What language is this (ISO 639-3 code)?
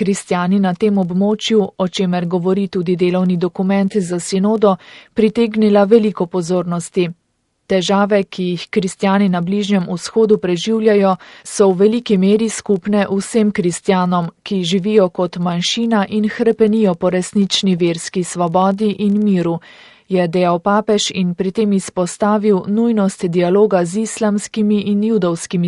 slv